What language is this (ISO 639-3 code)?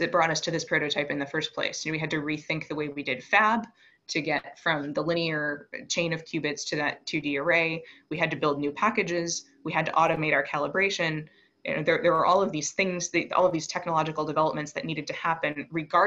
eng